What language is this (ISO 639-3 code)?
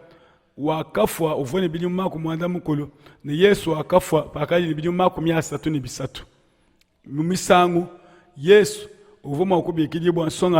lua